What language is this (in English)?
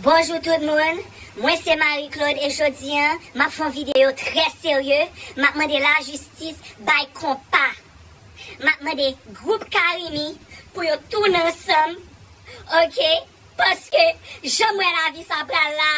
Haitian Creole